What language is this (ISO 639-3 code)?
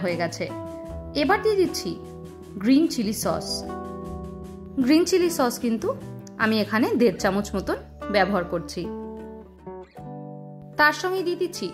ben